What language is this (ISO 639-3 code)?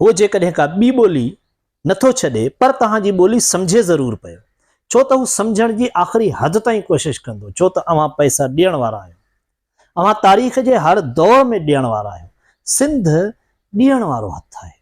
snd